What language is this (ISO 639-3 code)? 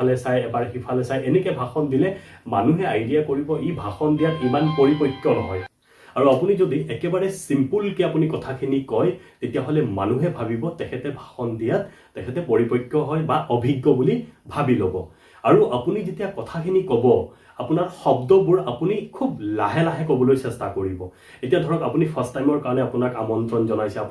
asm